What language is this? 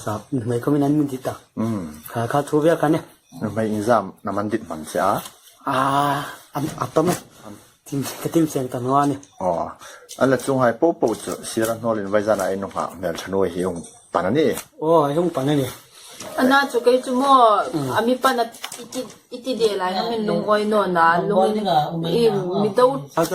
Hmar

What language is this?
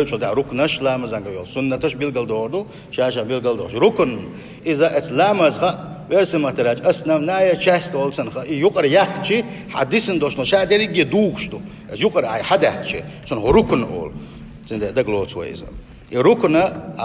Chechen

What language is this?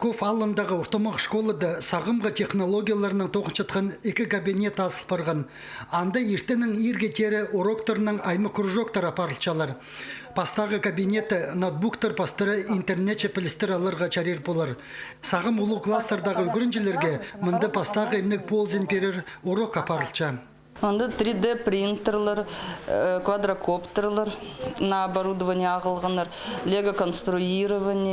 Khakas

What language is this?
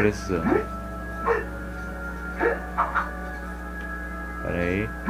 Portuguese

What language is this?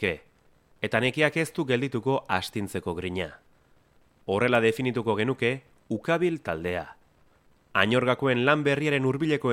Basque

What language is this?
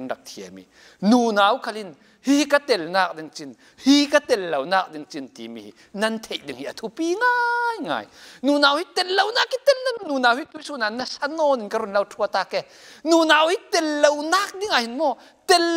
Falam Chin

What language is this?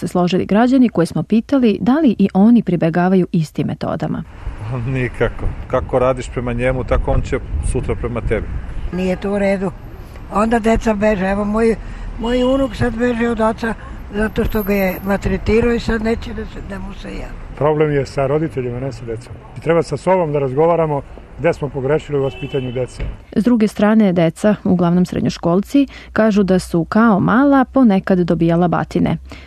Serbian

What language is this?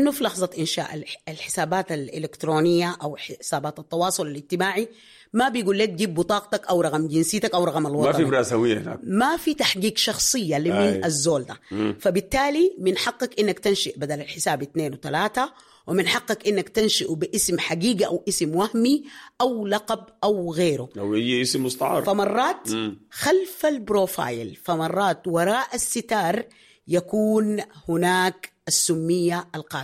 Sudanese Arabic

